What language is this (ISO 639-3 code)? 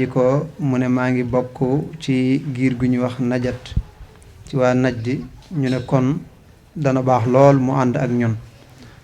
wol